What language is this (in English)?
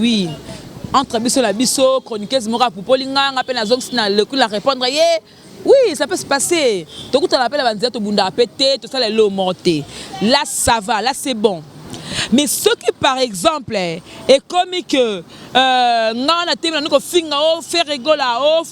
Lingala